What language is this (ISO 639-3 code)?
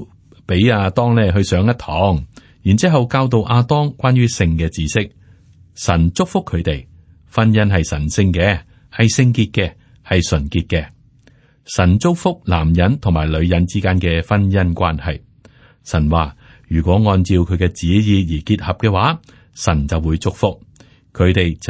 yue